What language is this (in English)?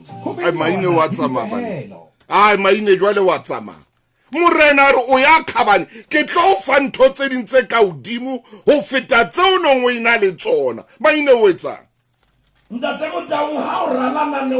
Southern Sotho